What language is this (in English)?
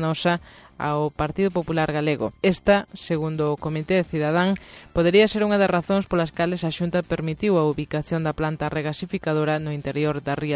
Galician